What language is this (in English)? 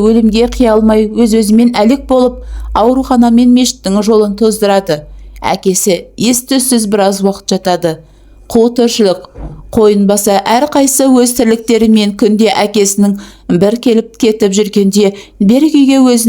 Kazakh